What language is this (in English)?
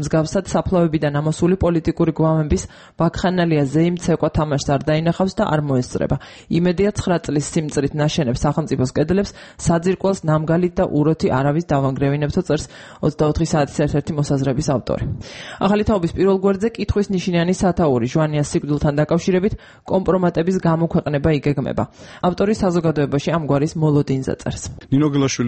Georgian